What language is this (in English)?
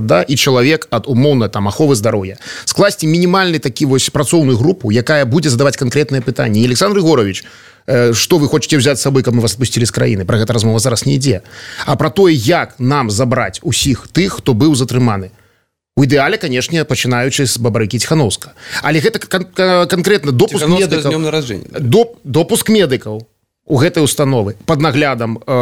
Belarusian